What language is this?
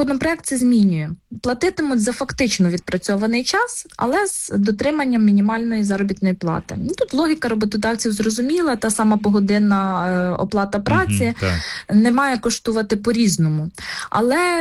Ukrainian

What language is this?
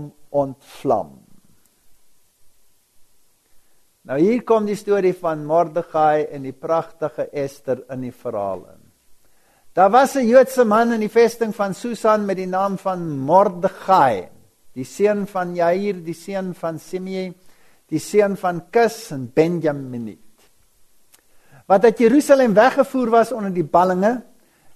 Afrikaans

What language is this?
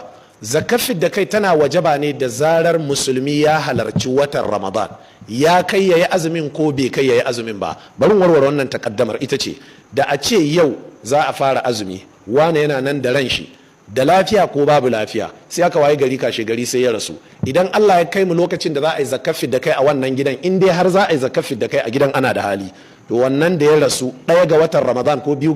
Hausa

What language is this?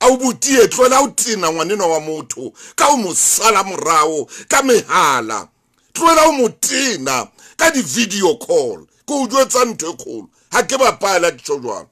Southern Sotho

